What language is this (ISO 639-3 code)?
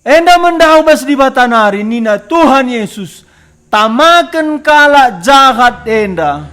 btx